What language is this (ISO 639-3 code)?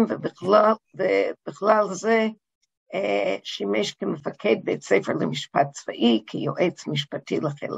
heb